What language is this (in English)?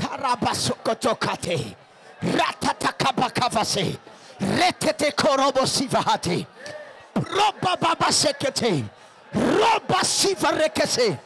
Rundi